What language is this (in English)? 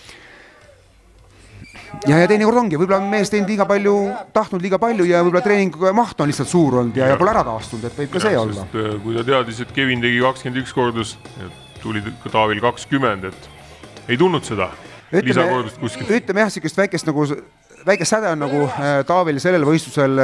Estonian